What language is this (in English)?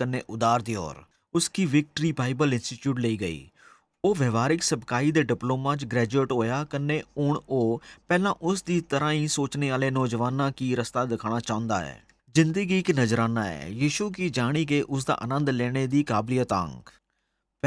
Dogri